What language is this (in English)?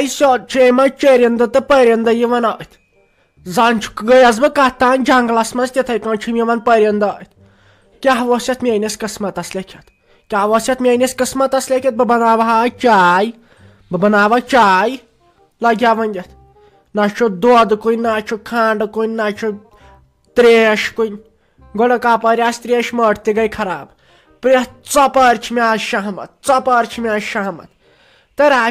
Kashmiri